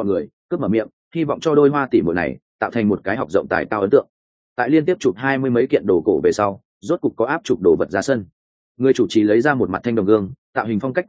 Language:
Vietnamese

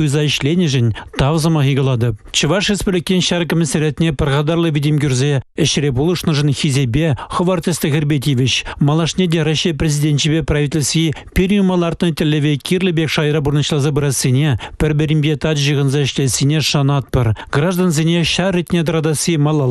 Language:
Chuvash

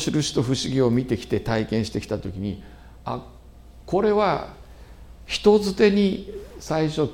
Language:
Japanese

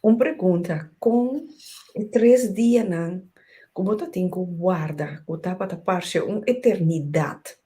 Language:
Papiamento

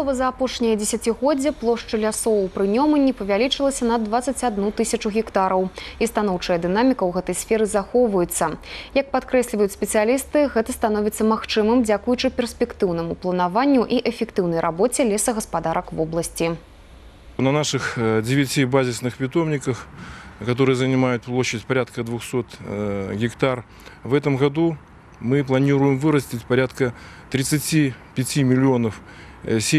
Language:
Belarusian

